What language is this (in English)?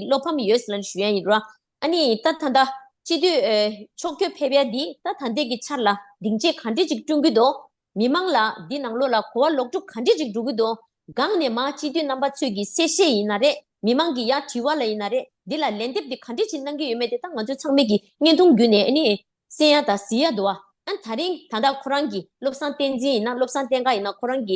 Tibetan